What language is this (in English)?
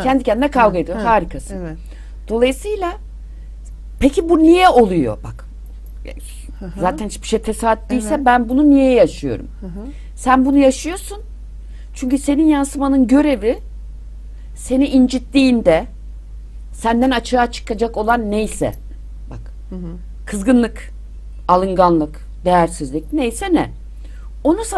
Turkish